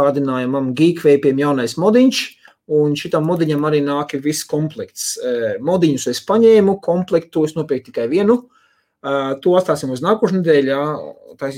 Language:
Latvian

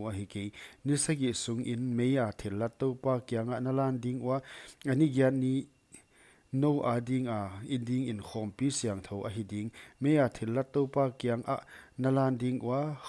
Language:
Paite Chin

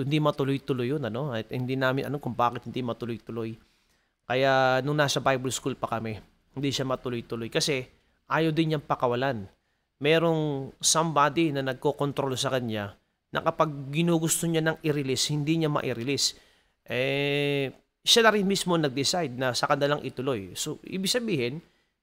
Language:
Filipino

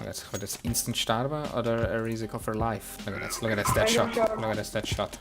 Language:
Swiss German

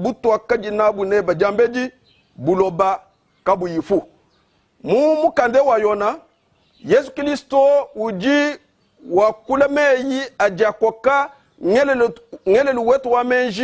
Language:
Luba-Lulua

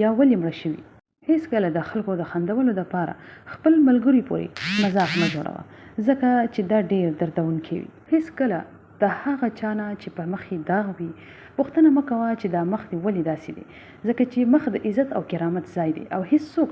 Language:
Pashto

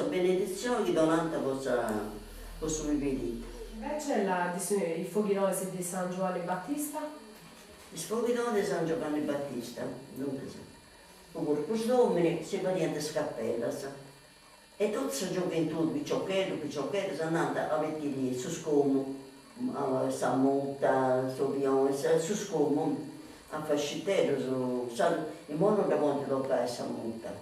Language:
Sardinian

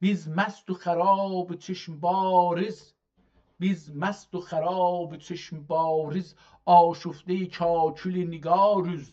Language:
South Azerbaijani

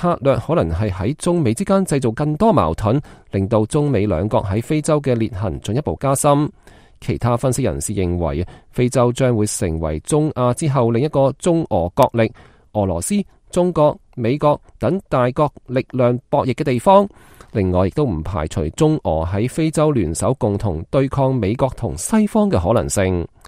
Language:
Cantonese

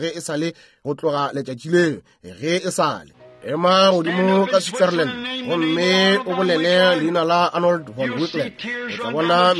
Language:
Northern Sotho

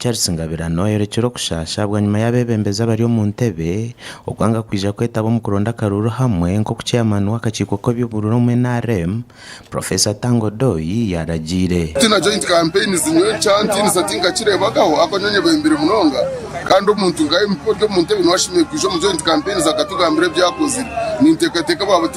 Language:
Nyankole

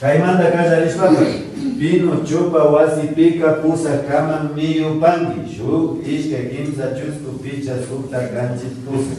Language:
Imbabura Highland Quichua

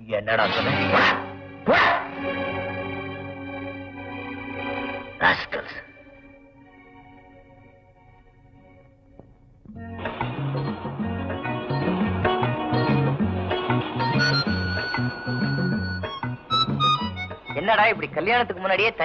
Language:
Tamil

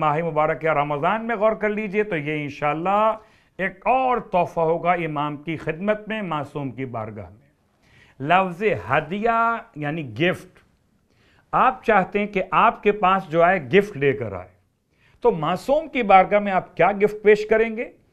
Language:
Urdu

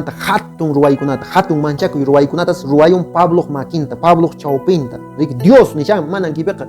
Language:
Quechua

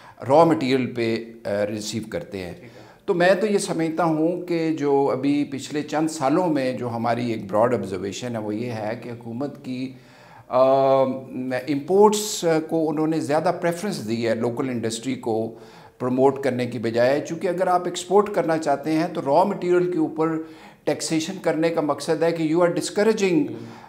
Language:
Urdu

